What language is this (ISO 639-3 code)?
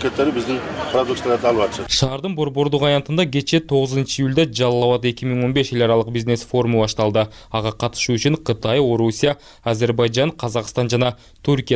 kir